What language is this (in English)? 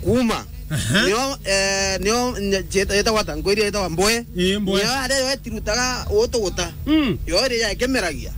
Meru